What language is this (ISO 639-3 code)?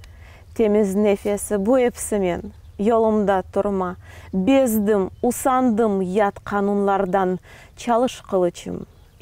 crh